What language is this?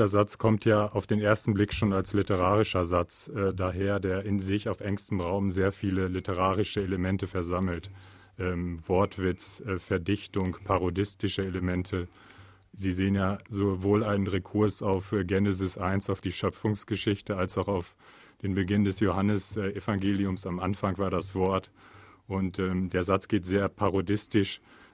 German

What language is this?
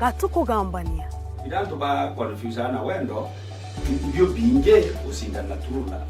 Meru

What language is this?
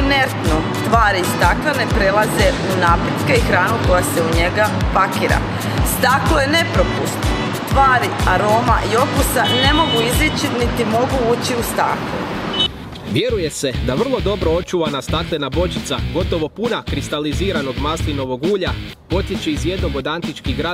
Croatian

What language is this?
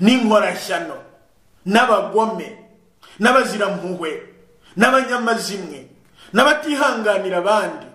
Kinyarwanda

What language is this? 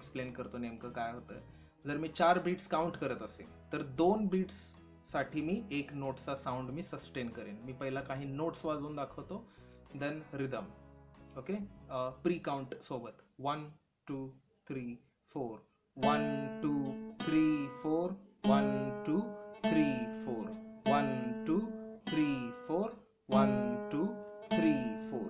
Marathi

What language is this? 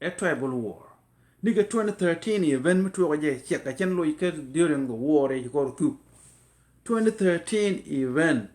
Nuer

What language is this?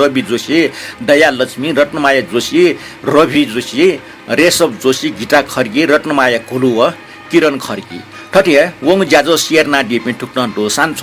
Newari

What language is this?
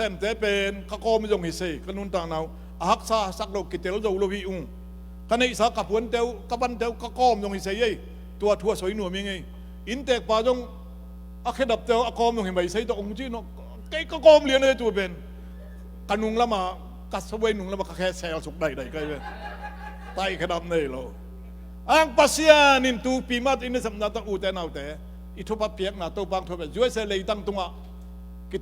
Tedim Chin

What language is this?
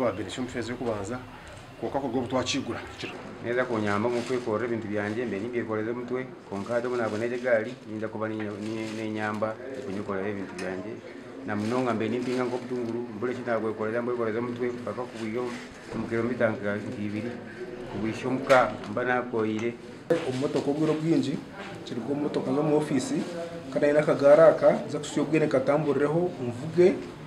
Nyankole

